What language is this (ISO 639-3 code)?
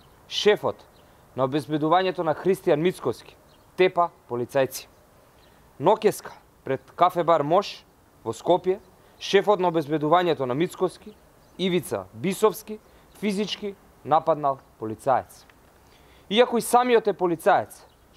mkd